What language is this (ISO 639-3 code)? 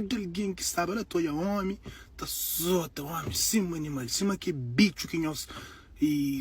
kea